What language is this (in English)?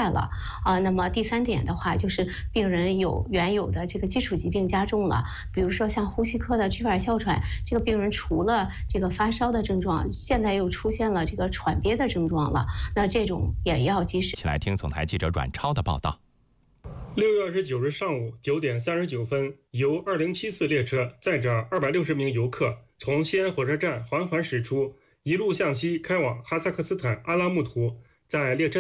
Chinese